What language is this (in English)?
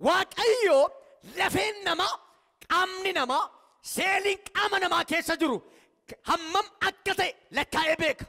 Oromo